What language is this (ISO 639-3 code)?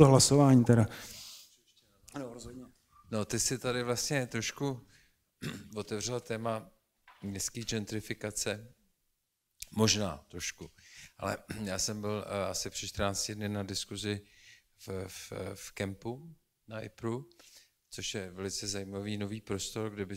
ces